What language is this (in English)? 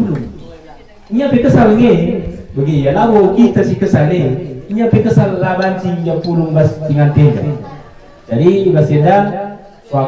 Batak Karo